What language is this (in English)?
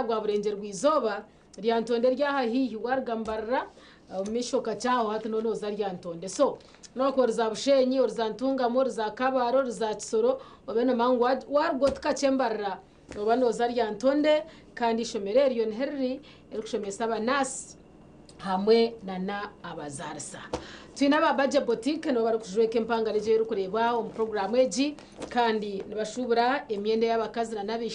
Nyankole